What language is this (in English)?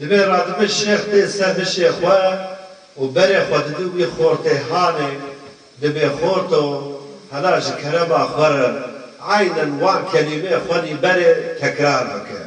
Kurdish